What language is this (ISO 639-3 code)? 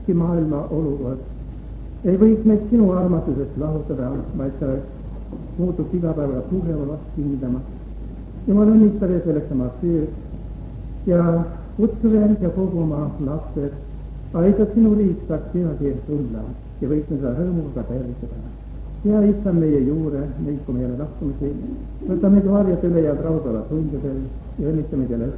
est